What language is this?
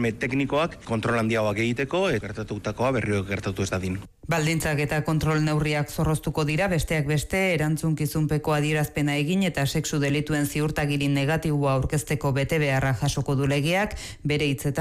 Basque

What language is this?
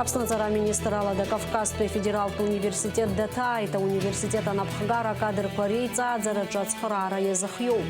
Abkhazian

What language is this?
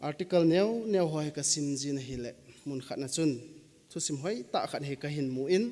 Thado Chin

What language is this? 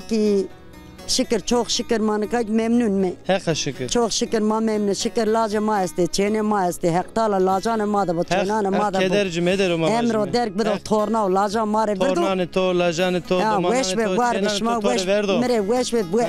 Zaza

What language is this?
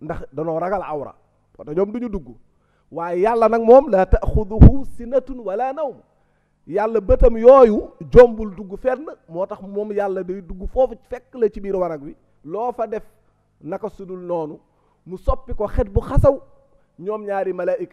Wolof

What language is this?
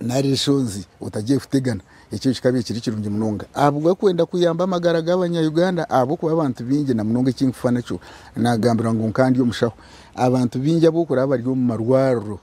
Nyankole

